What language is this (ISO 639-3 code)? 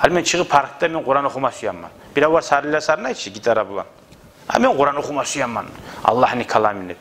kum